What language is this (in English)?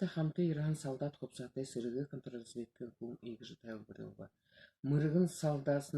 Buriat